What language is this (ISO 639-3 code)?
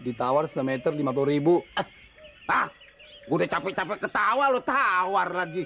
bew